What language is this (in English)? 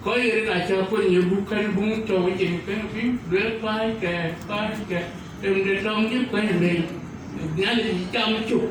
Dinka